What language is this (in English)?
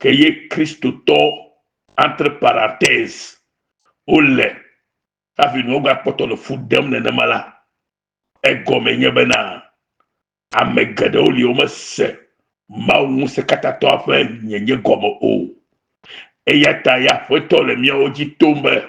Ewe